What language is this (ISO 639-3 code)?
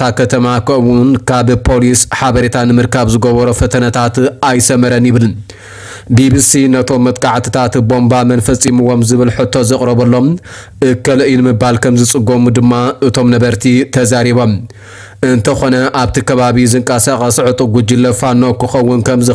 tir